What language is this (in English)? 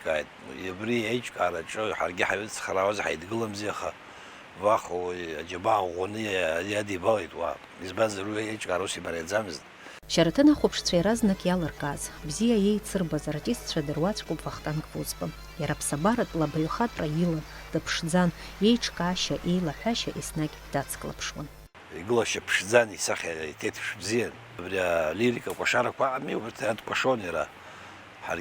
Abkhazian